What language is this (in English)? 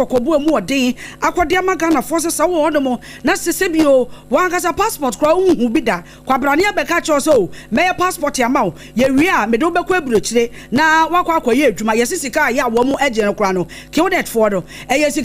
Akan